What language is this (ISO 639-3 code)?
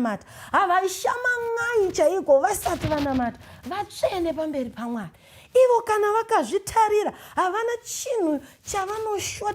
sna